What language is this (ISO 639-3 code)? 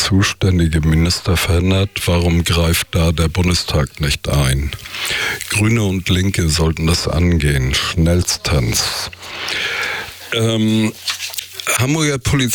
deu